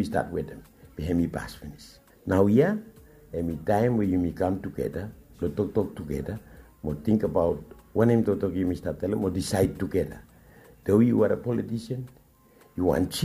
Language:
Bislama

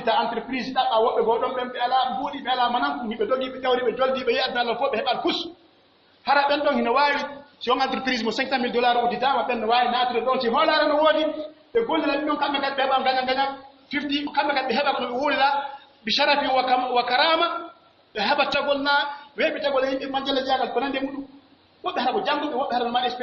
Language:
Pular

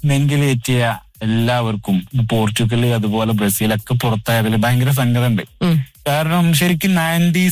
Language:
Malayalam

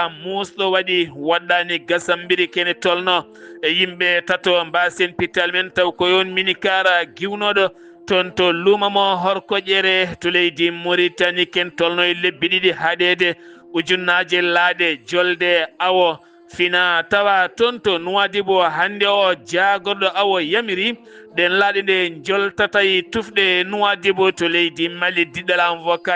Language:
Fula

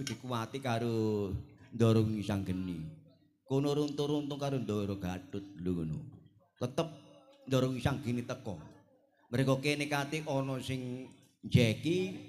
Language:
Javanese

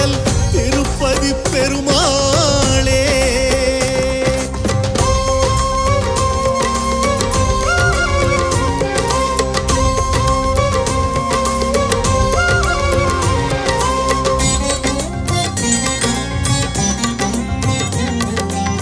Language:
Tamil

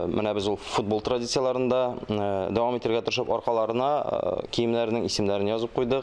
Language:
Tatar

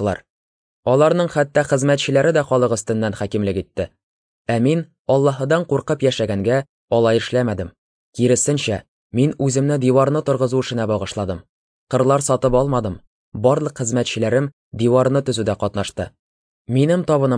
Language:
Tatar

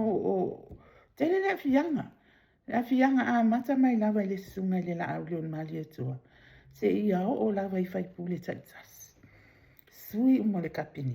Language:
Samoan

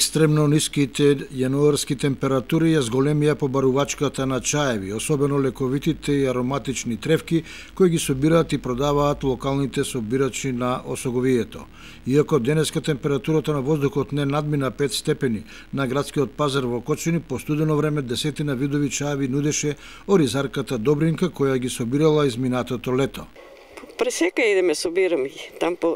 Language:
Macedonian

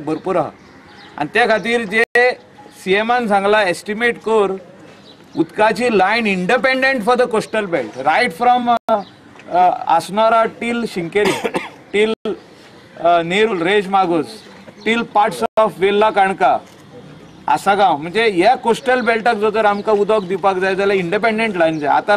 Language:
Konkani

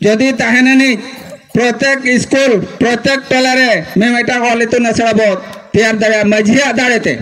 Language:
Santali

